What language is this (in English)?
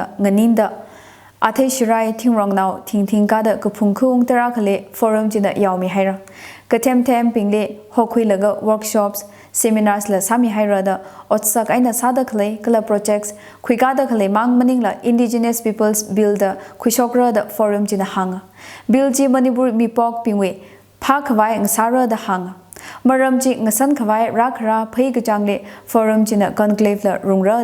Tangkhul Naga (India)